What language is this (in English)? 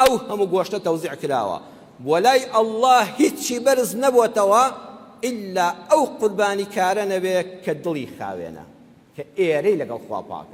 Central Kurdish